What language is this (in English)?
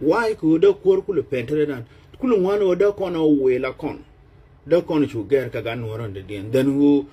Nuer